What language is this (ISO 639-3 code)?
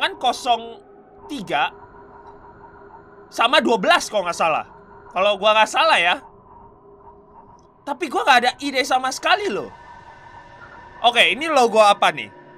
ind